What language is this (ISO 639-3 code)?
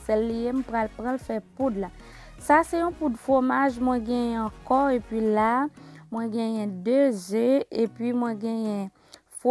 hat